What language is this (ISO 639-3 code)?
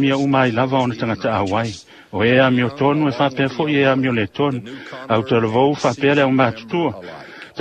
smo